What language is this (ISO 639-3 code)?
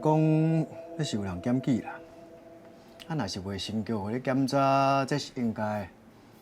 nan